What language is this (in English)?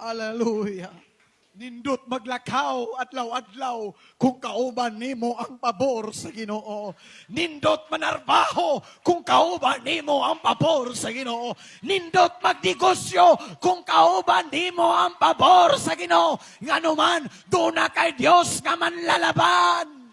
Cebuano